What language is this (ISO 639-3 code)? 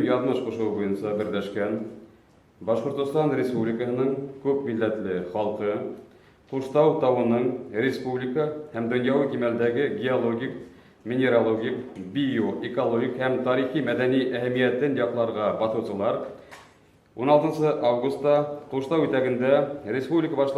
bak